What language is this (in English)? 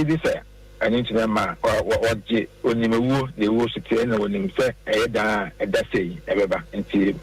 Akan